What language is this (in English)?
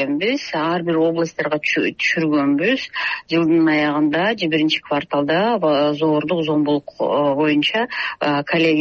Kyrgyz